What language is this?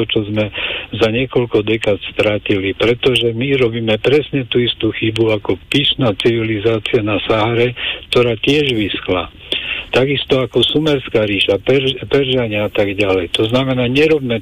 Slovak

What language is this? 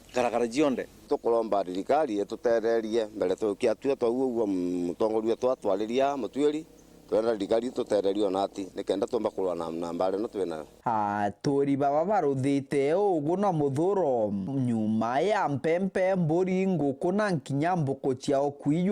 Meru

